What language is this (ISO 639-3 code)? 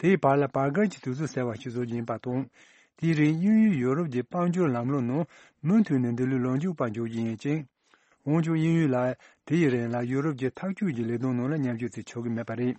bod